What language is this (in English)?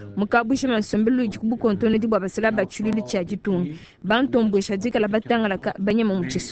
Luba-Lulua